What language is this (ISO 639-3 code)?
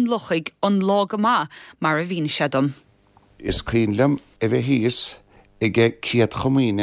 gle